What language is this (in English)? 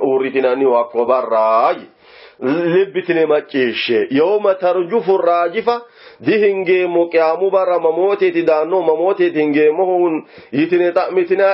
Sidamo